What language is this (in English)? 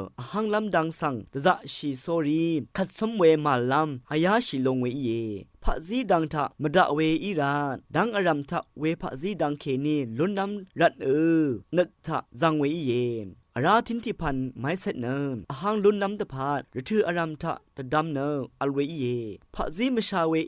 Rawang